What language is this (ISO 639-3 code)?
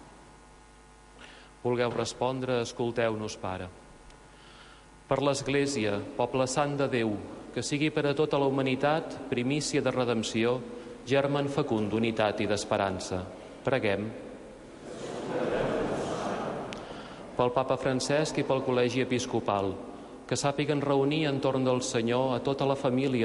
cat